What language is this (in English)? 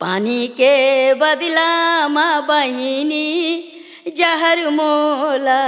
Chhattisgarhi